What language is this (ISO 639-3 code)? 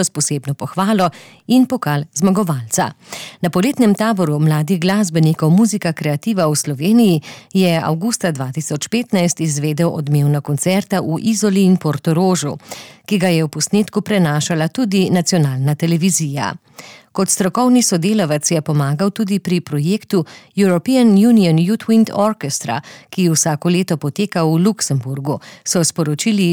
slv